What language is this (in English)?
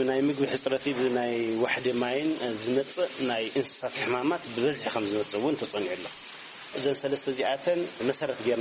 Tigrinya